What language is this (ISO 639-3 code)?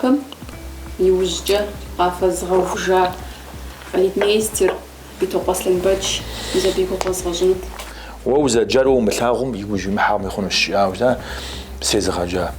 kbd